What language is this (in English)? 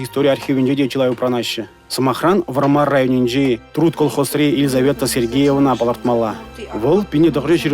Chuvash